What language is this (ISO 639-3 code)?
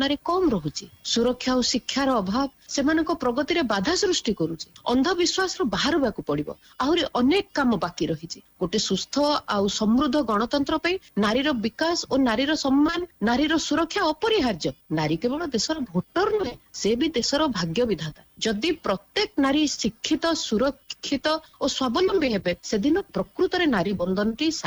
ori